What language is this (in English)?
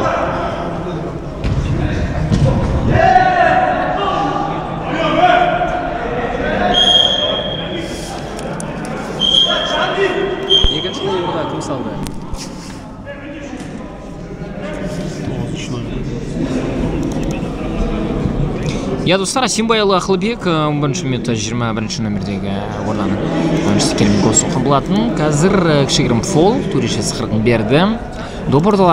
Kazakh